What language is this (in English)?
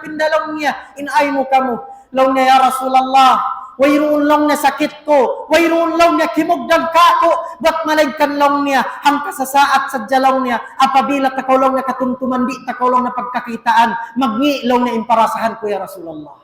Tausug